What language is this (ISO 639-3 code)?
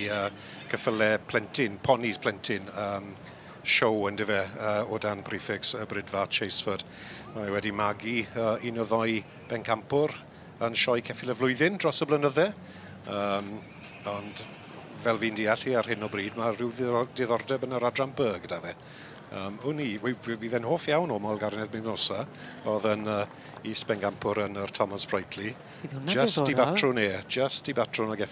cym